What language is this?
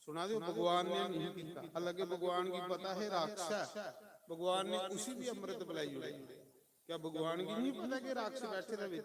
Dogri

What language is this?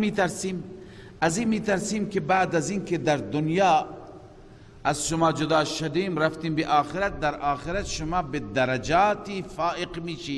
Persian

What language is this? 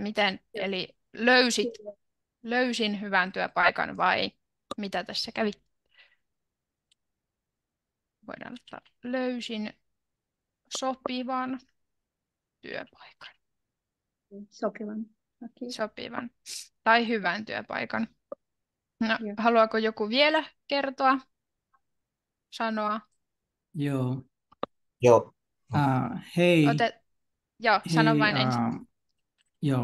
Finnish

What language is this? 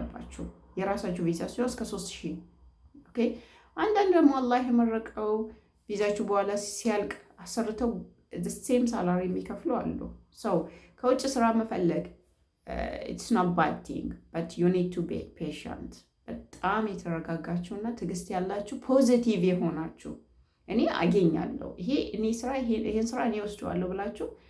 Amharic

